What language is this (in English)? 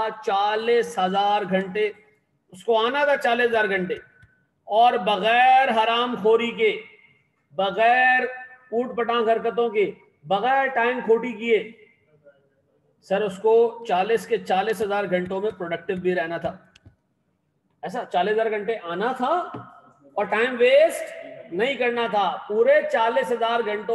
Hindi